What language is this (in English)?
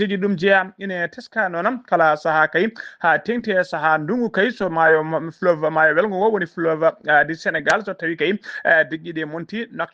Fula